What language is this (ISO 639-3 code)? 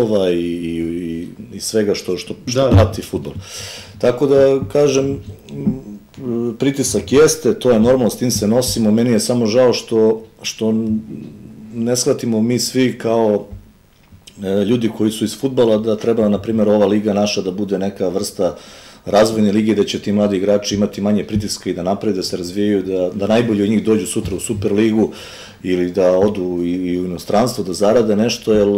srp